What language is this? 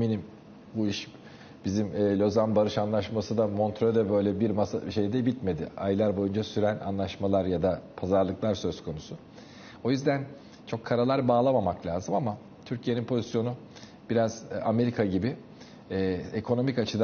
Turkish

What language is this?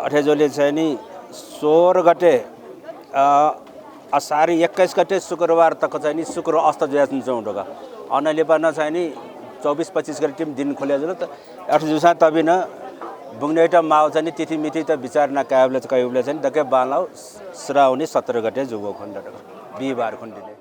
Newari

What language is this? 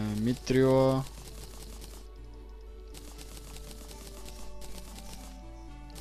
Bulgarian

